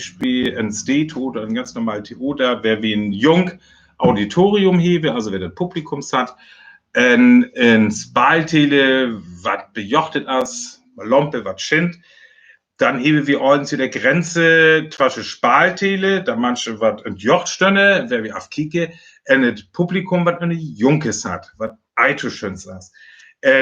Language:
Northern Frisian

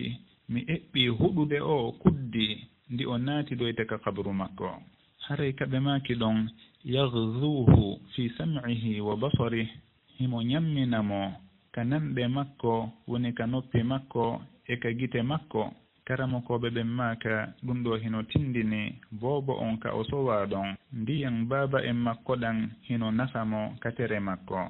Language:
Fula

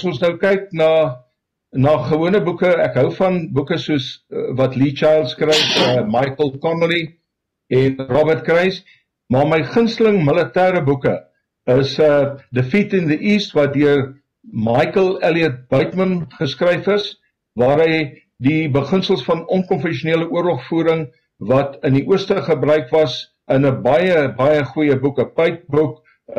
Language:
Afrikaans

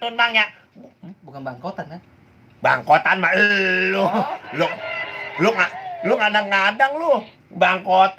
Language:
Betawi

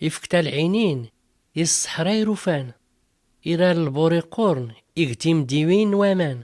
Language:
Tachelhit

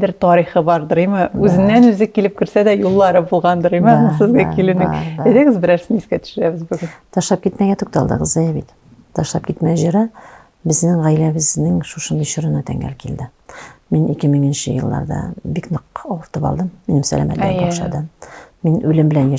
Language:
Tatar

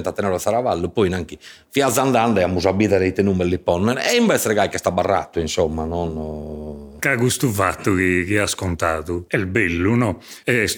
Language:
Sardinian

